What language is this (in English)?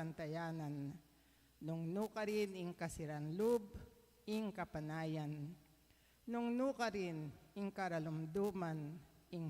Pampanga